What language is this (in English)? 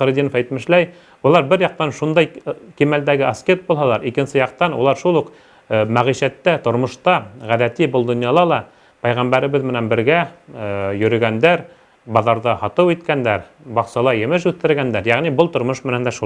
Bashkir